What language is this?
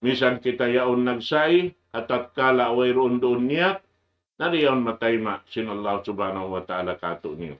Tausug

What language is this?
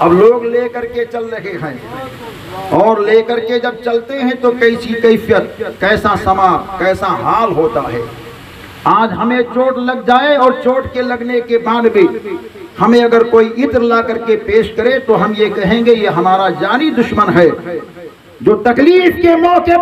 Urdu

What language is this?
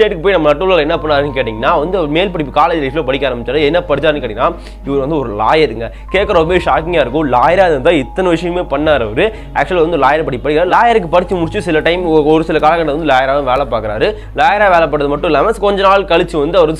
Tamil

